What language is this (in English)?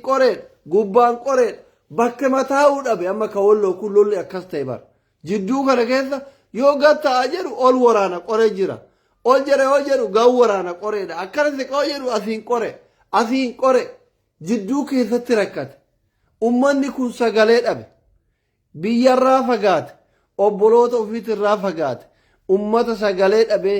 Oromo